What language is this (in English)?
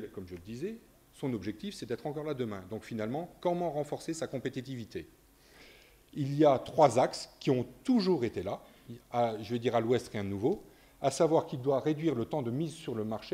French